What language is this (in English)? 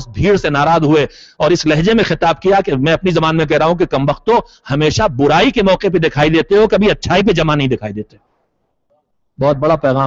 Urdu